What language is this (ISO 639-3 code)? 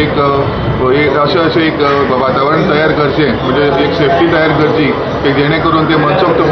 kok